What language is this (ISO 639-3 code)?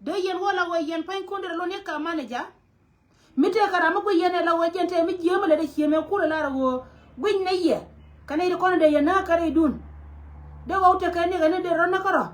nus